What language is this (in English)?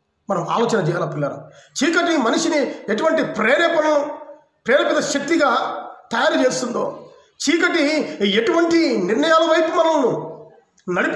Telugu